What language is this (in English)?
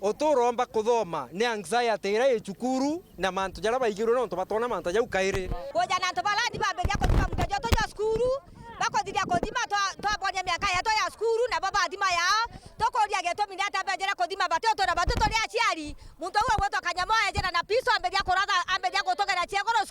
Meru